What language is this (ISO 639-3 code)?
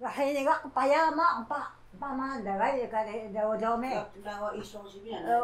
trv